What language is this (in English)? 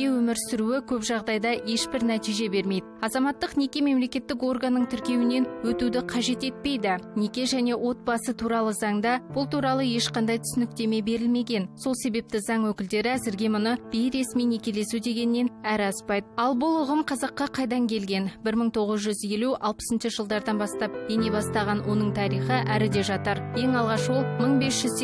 Kazakh